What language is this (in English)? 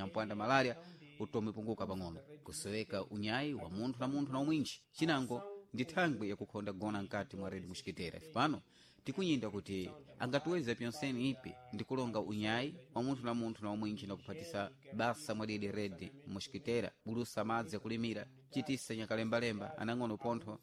Sena